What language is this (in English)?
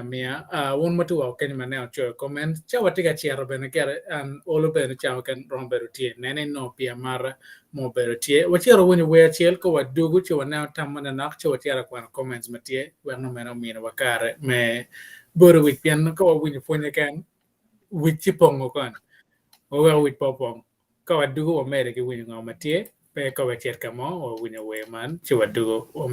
Acoli